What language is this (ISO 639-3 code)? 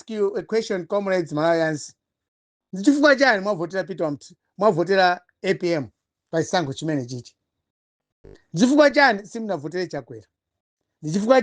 nya